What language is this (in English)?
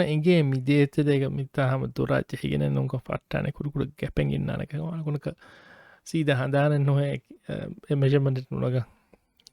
Divehi